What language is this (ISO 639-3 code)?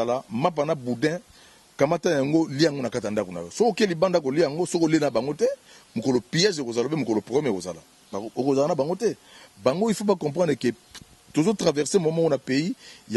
lin